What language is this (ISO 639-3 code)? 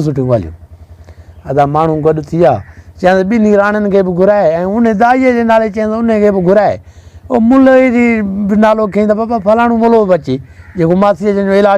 snd